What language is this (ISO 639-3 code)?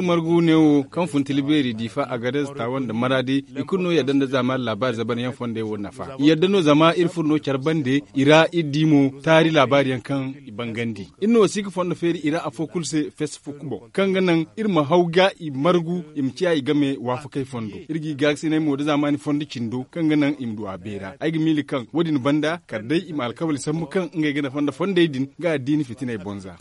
dje